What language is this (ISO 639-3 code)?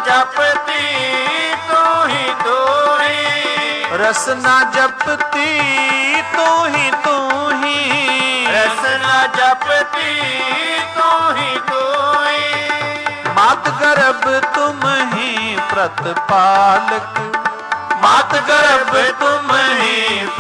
pan